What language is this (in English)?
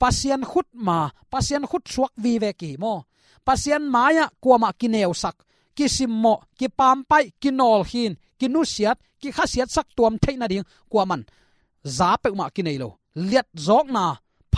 Tedim Chin